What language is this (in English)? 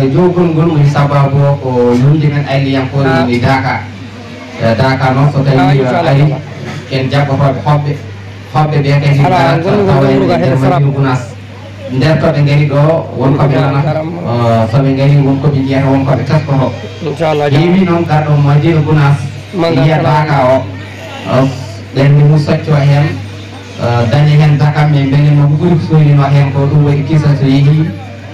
Fula